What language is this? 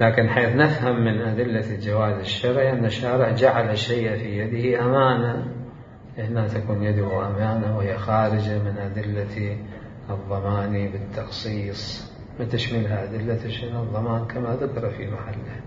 Mesopotamian Arabic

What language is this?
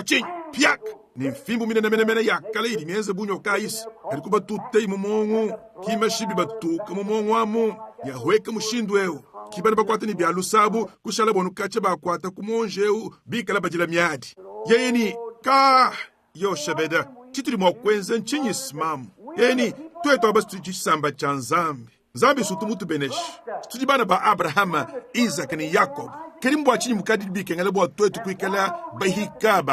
Luba-Lulua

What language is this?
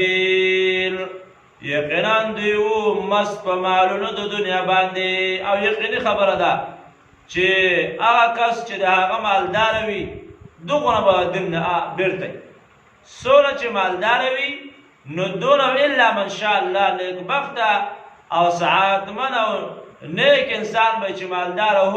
Pashto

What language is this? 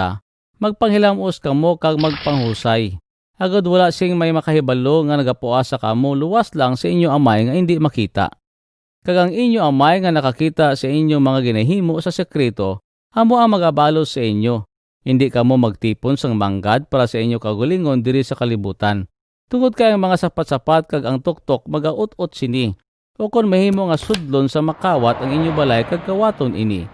Hiligaynon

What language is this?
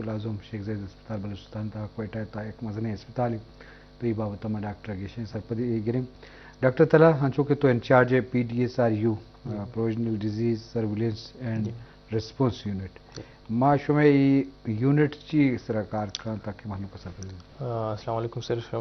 Eastern Balochi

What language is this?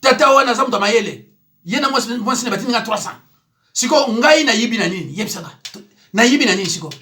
Lingala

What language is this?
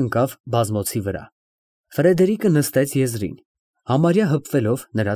Armenian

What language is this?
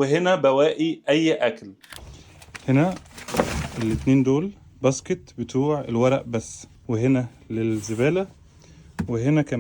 Egyptian Arabic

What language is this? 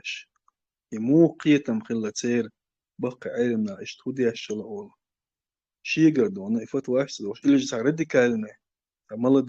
Chechen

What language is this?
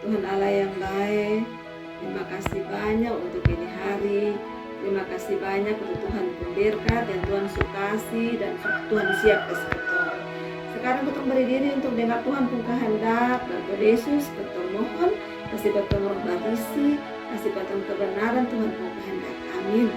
Kupang Malay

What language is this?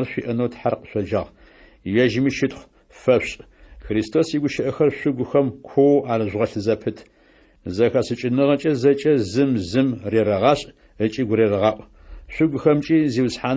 Adyghe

